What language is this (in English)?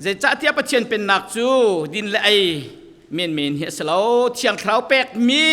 Falam Chin